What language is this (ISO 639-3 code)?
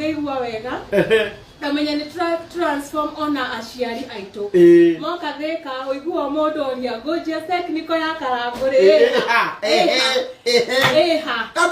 kik